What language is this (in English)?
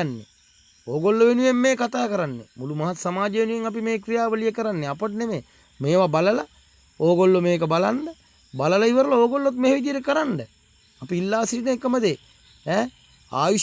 Sinhala